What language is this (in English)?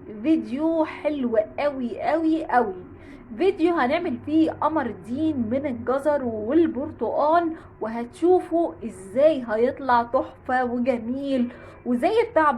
Egyptian Arabic